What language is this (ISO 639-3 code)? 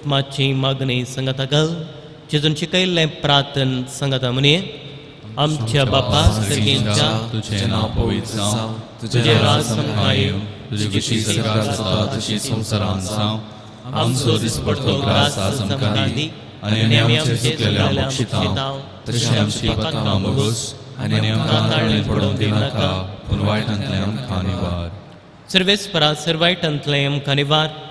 kok